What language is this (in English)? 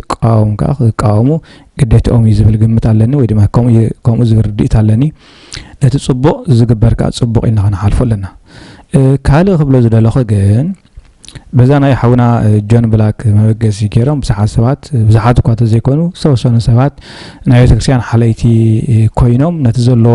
Tigrinya